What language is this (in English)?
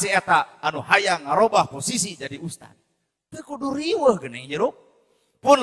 Sundanese